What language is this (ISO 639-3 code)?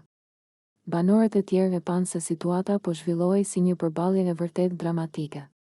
sqi